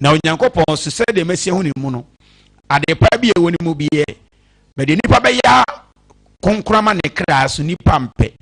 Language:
Akan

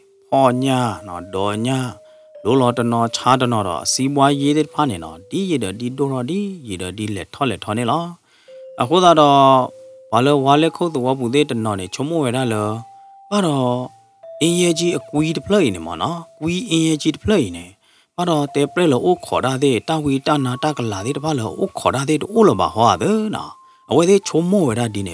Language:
S'gaw Karen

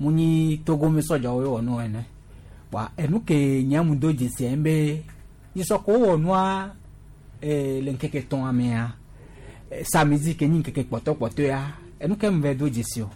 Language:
Gen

